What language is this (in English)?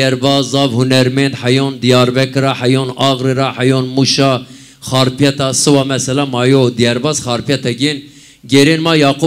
Zaza